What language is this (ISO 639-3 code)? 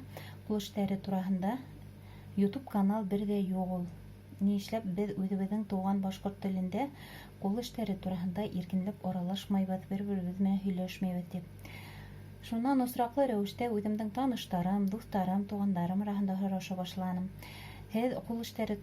bak